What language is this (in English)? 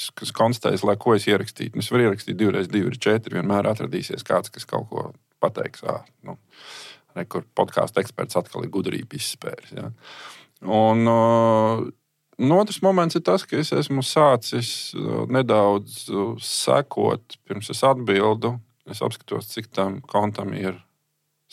Latvian